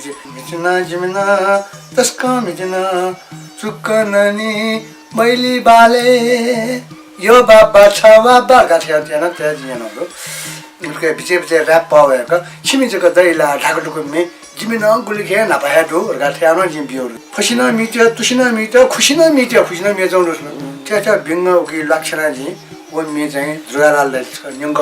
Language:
Newari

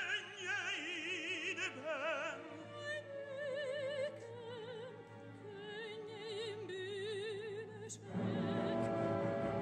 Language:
Hungarian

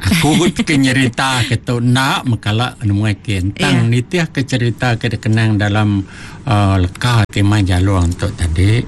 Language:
Iban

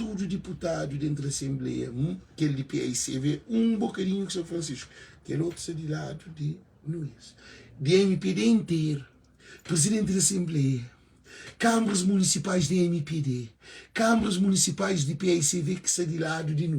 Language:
Kabuverdianu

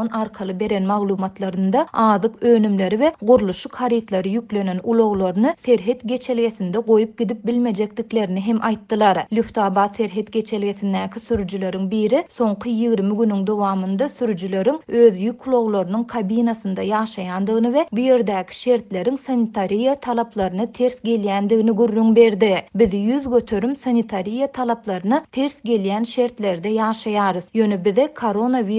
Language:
Turkmen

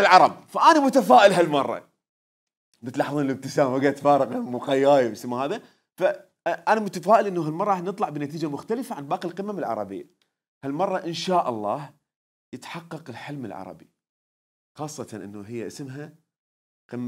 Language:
Mesopotamian Arabic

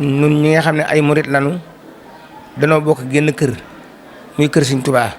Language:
Wolof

